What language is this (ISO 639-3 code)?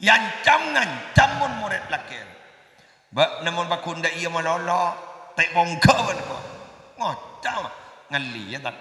mad